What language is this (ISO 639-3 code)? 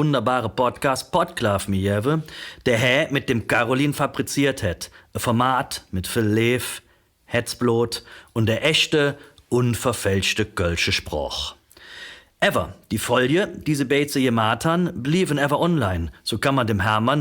ksh